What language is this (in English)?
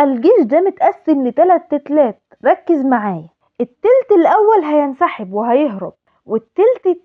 Egyptian Arabic